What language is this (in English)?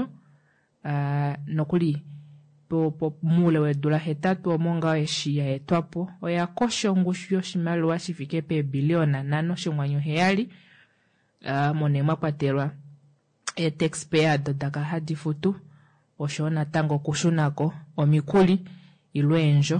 Kuanyama